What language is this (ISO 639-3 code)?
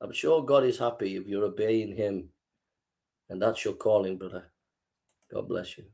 eng